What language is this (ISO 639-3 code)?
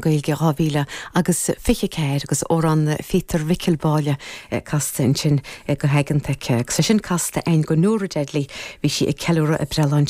gle